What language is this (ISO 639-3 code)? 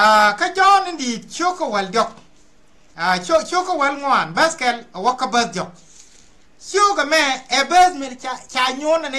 nus